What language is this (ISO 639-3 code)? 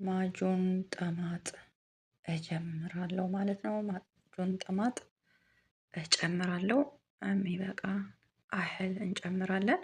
amh